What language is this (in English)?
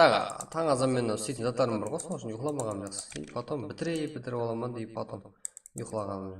Kara-Kalpak